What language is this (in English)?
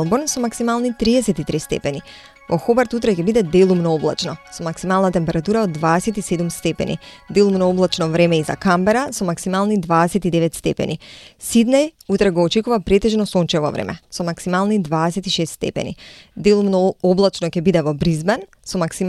Macedonian